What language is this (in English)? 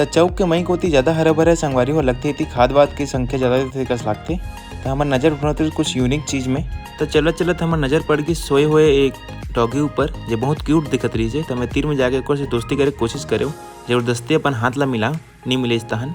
Chhattisgarhi